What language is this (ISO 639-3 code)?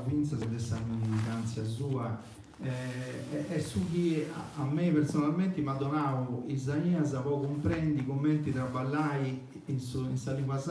srd